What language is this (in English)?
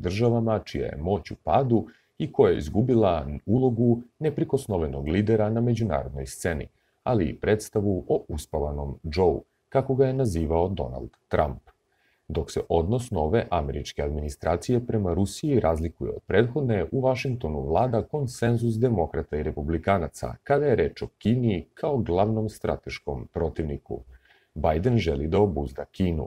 Serbian